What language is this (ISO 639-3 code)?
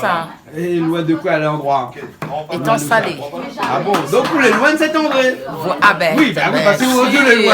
rcf